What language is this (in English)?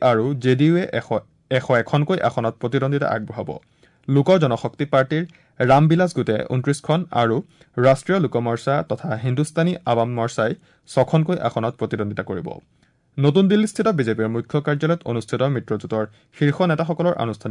Assamese